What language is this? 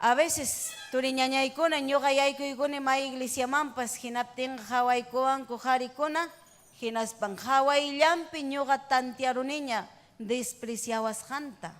Ayacucho Quechua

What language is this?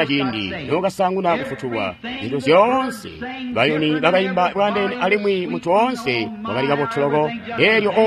Tonga (Zambia)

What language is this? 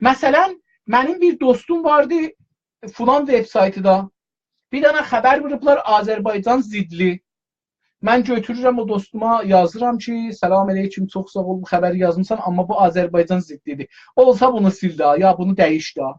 South Azerbaijani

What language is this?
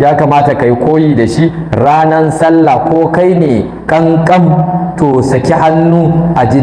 Hausa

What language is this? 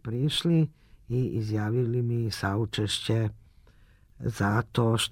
Serbian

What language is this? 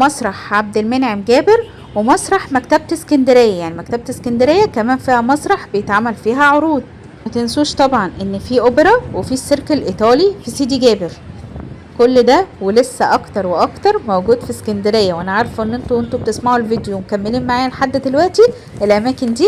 Egyptian Arabic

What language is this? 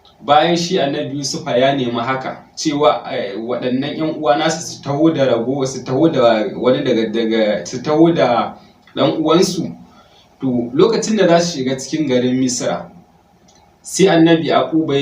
Hausa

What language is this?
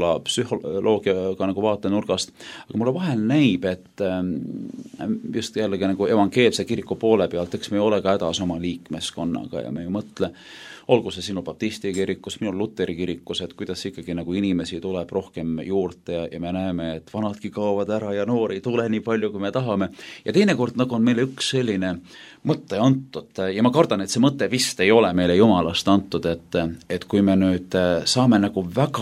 Estonian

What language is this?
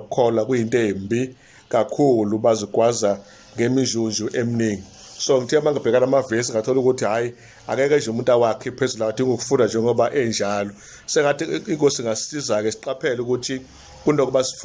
Zulu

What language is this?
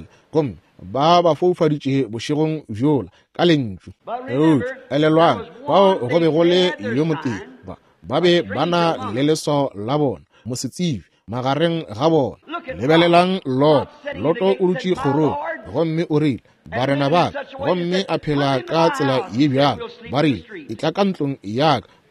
Northern Sotho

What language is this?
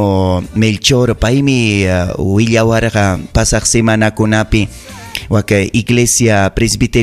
Ayacucho Quechua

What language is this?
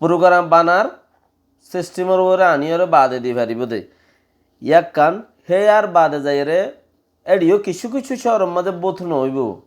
Rohingya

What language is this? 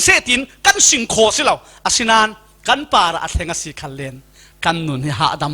Falam Chin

